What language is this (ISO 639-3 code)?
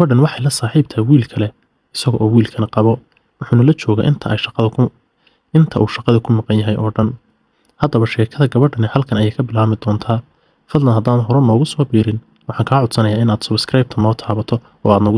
som